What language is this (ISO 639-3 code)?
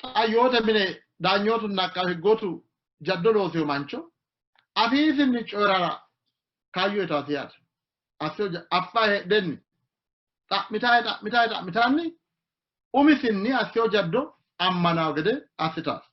sid